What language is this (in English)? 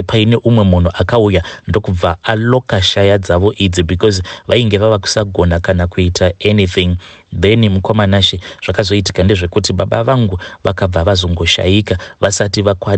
Shona